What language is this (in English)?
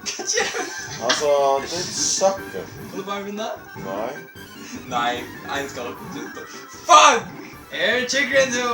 Faroese